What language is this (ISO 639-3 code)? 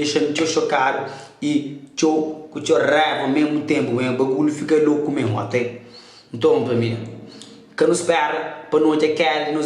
kea